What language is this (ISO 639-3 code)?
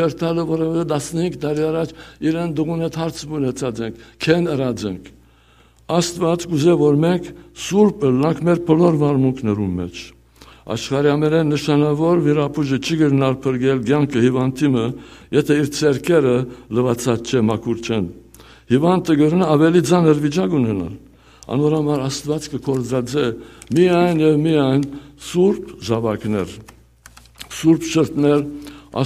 hyw